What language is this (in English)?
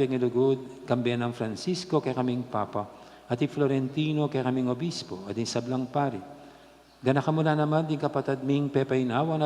Pampanga